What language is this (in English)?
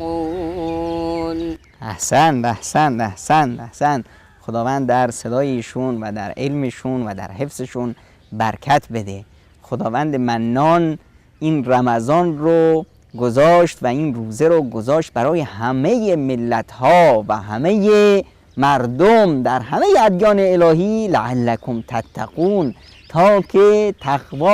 Persian